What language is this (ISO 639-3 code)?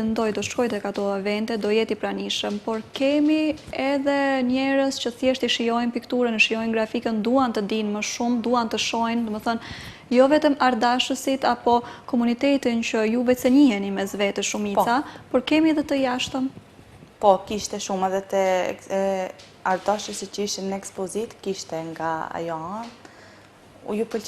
sqi